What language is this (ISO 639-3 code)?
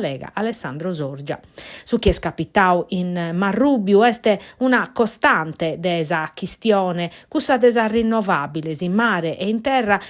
srd